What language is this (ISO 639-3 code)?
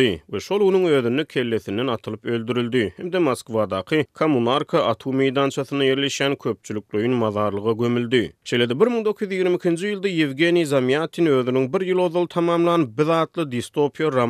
tuk